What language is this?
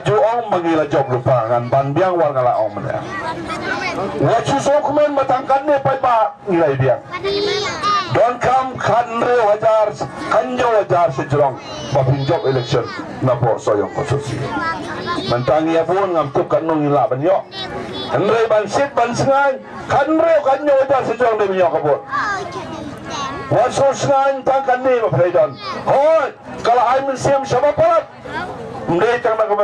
Khasi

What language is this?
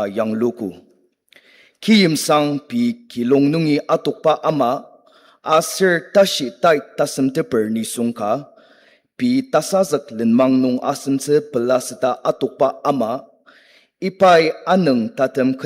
Ao Naga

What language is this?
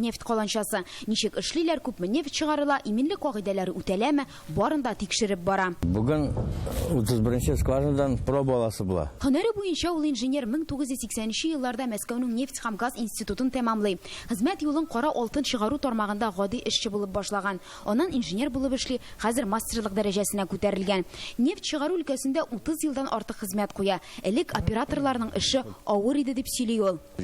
Tatar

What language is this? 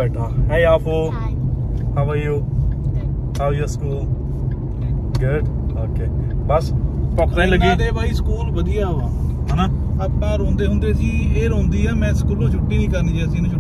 Punjabi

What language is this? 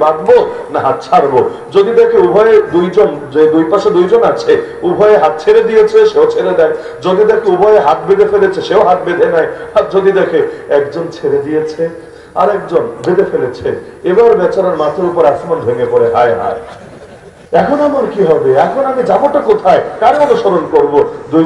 Bangla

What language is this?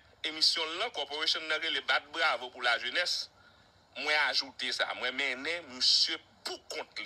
Haitian Creole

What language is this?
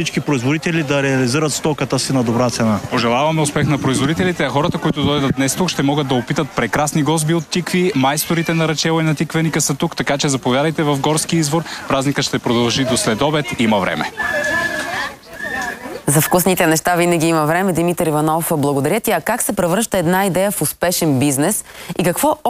Bulgarian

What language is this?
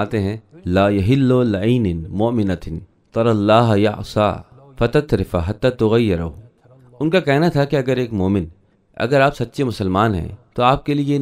Urdu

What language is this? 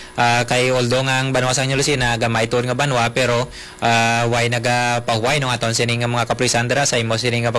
Hiligaynon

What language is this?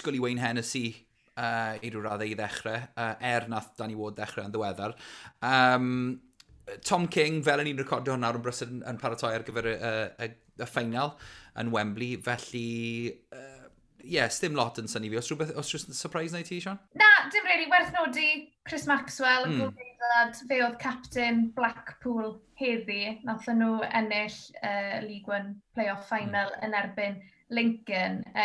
Welsh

